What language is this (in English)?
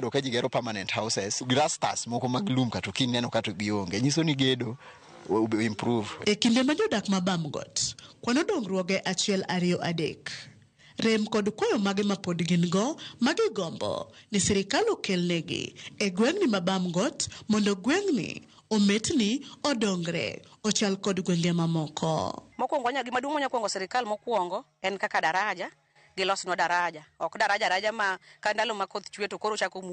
Luo (Kenya and Tanzania)